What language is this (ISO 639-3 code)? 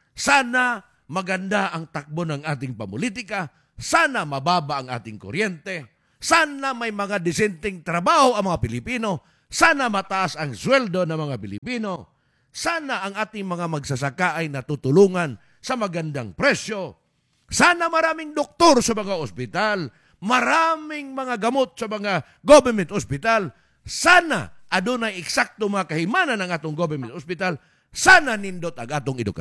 ceb